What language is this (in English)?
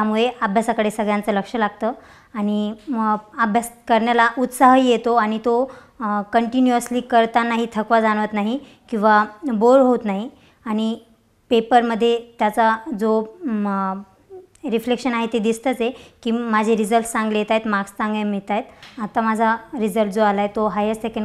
Marathi